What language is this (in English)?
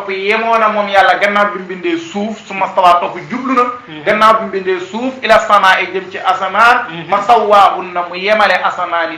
Wolof